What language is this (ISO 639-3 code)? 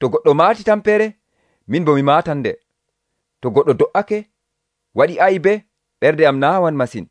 fuv